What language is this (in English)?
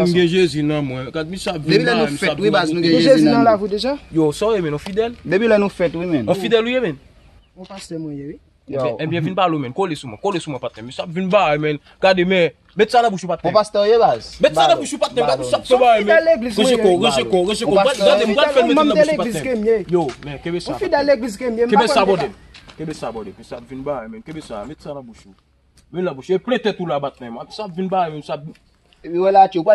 Haitian Creole